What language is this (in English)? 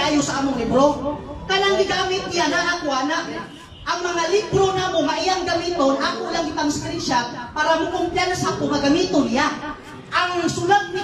Cebuano